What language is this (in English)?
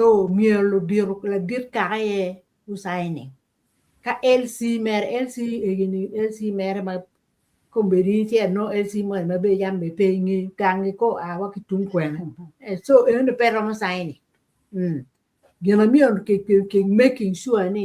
Acoli